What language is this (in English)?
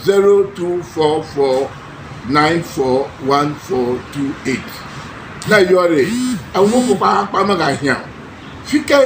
Ewe